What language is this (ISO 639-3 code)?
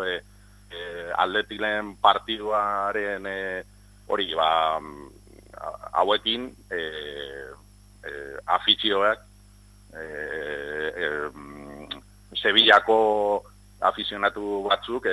eus